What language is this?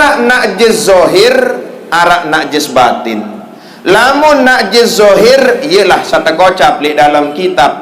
Sasak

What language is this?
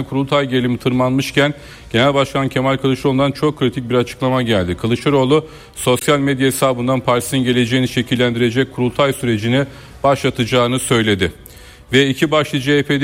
Turkish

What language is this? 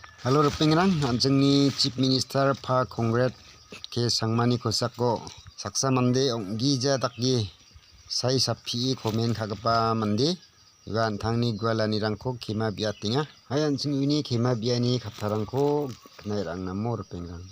Garo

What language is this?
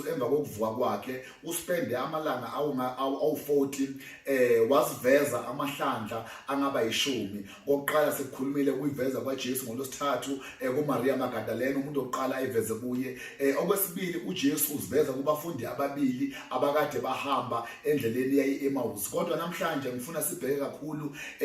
Zulu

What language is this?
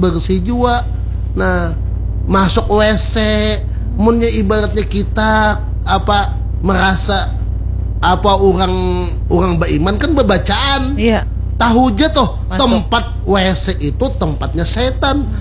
Banjar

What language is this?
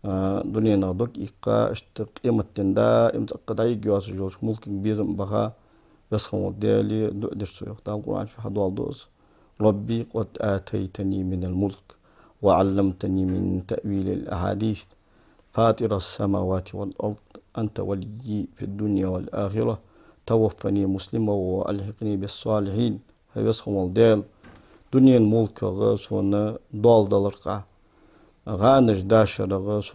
Ingush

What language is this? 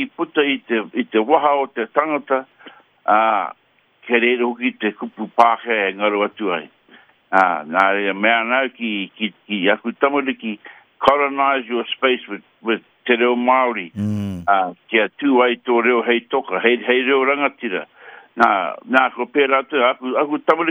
Māori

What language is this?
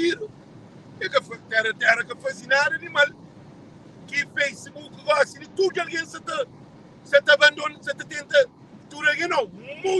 Kabuverdianu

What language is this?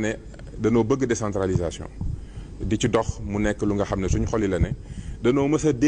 Wolof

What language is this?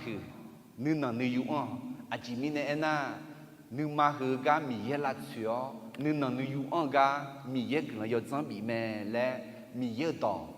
Akha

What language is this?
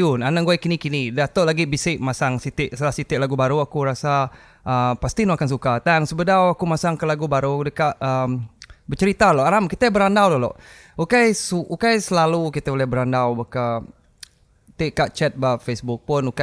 Iban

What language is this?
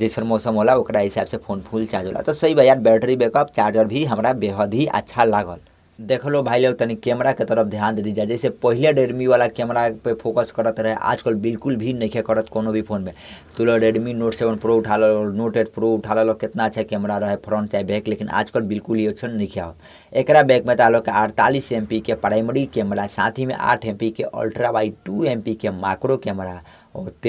Bhojpuri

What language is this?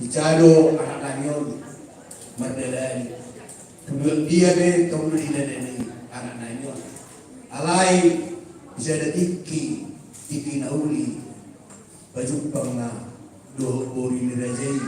Batak Toba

